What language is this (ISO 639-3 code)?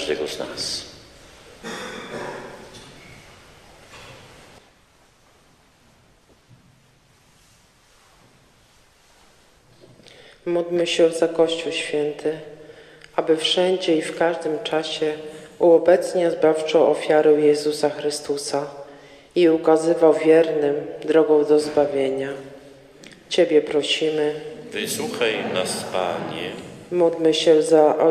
pol